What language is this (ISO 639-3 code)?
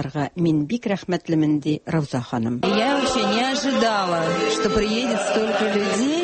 tat